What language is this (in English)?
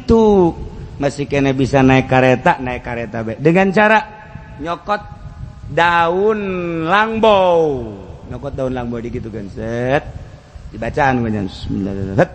Sundanese